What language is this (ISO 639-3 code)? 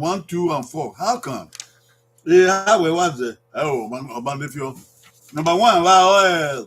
bin